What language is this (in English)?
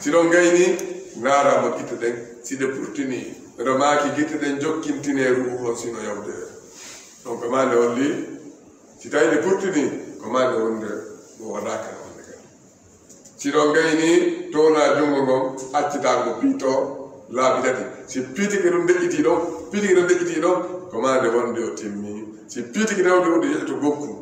Fula